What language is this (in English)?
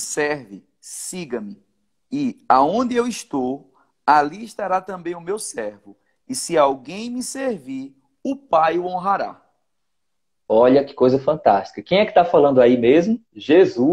Portuguese